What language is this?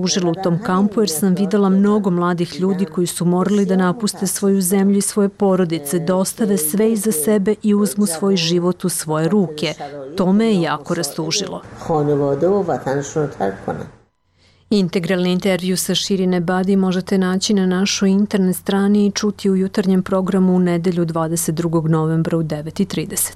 Serbian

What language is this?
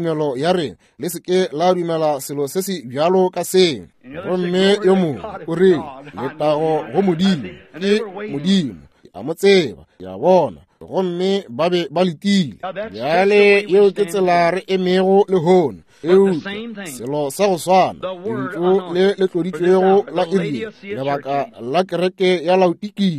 Northern Sotho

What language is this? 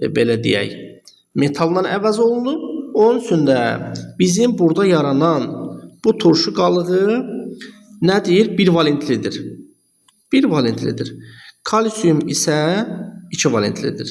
Azerbaijani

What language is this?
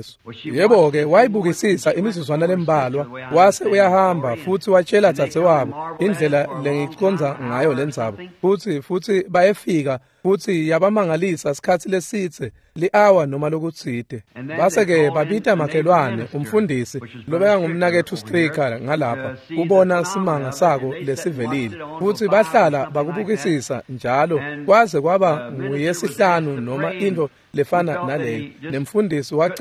Swati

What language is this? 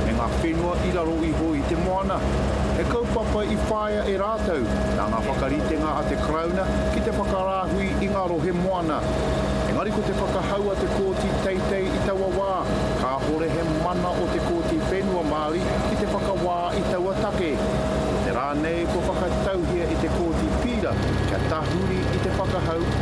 Māori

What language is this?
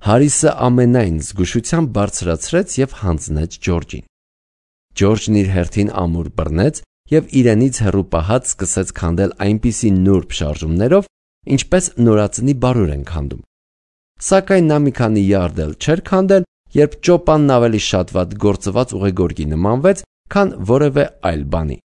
Armenian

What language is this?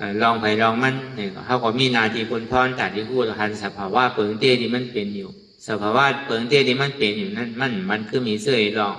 Shan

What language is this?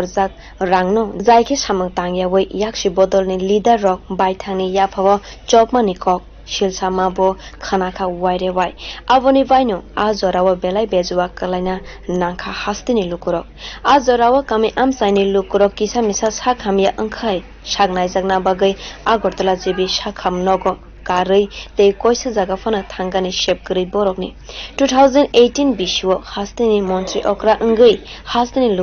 Kok Borok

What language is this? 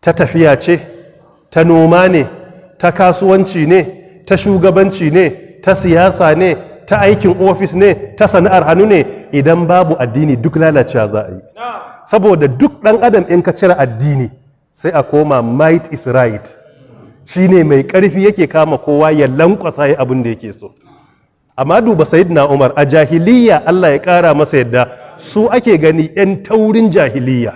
Hausa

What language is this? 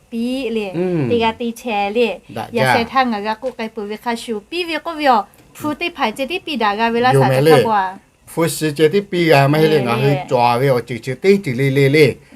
Lahu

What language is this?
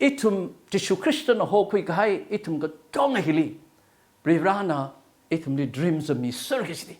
Tangkhul Naga (India)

